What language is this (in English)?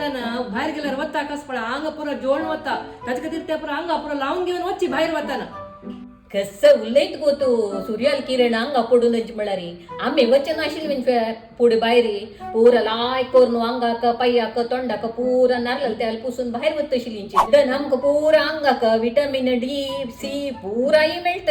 Konkani